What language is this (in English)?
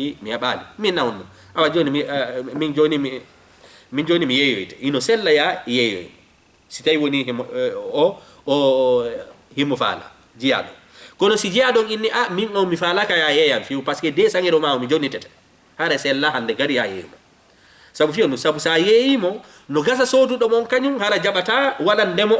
Fula